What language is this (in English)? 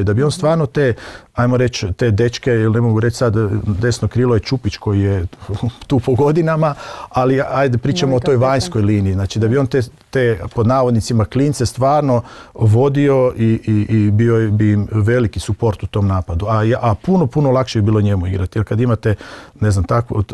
Croatian